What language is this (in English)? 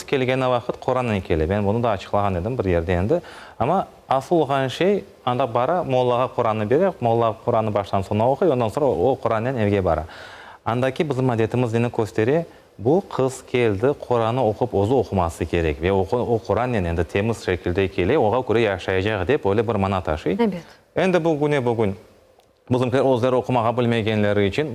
Crimean Tatar